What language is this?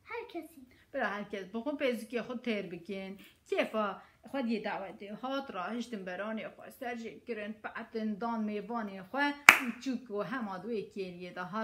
Kurdish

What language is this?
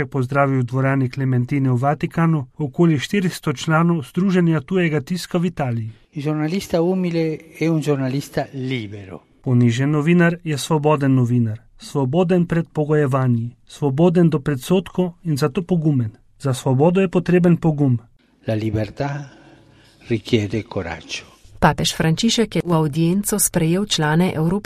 Slovenian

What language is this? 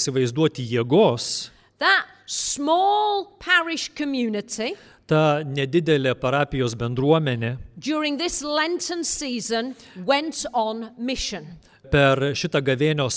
Lithuanian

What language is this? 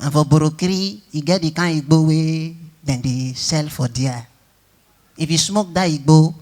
Nigerian Pidgin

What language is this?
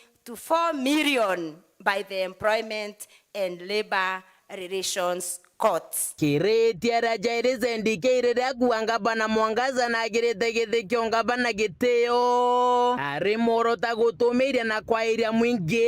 Meru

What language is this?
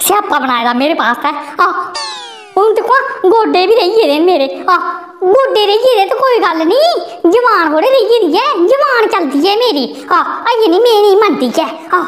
Dogri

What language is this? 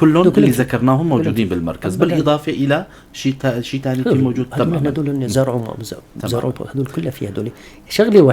North Levantine Arabic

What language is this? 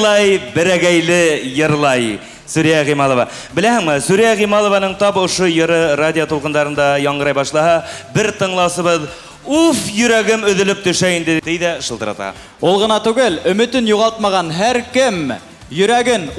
Bashkir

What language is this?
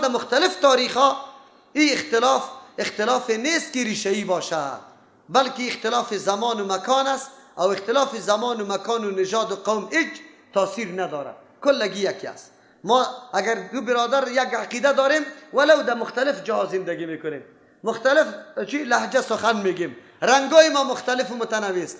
Persian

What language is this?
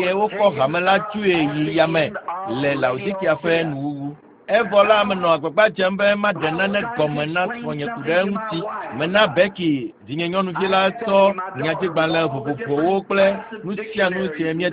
Ewe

